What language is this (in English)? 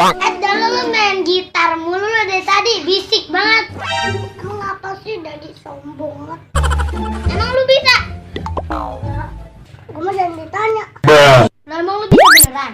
Betawi